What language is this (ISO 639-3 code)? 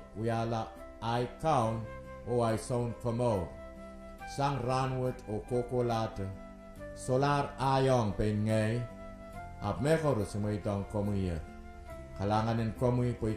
pon